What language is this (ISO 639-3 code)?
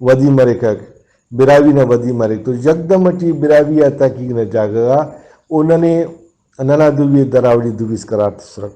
brh